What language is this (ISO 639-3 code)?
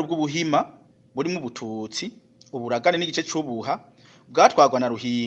run